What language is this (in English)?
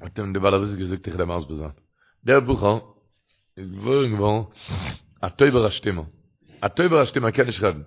Yiddish